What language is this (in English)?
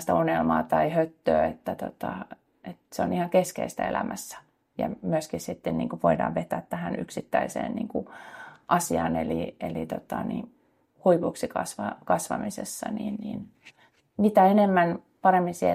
Finnish